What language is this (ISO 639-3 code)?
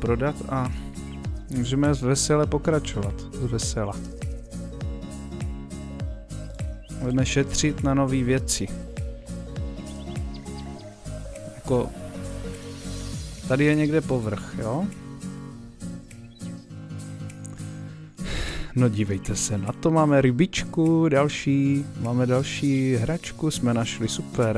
ces